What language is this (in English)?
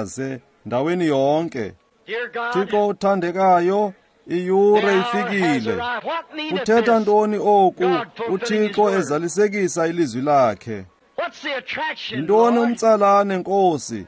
Xhosa